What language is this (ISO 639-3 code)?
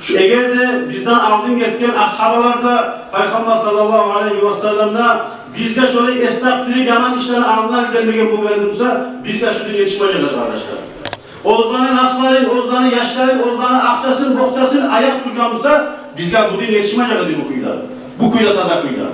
kum